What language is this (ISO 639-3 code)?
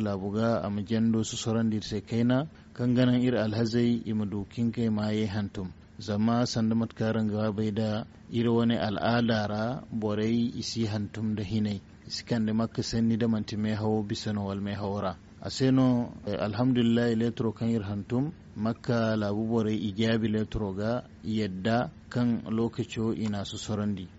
dje